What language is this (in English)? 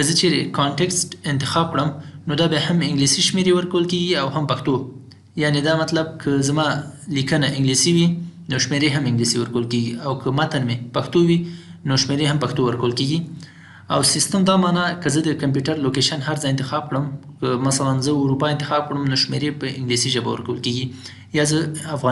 Pashto